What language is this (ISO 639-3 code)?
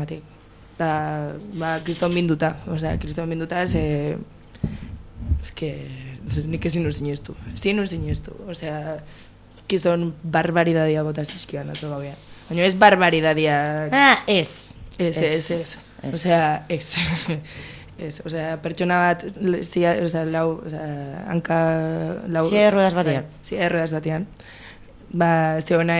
eus